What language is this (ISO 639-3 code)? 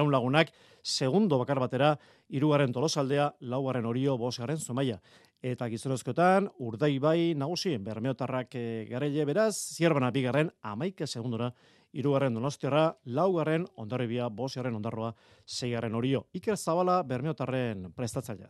eus